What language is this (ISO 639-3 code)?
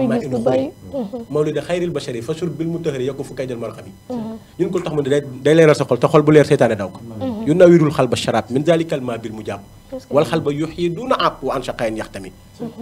wol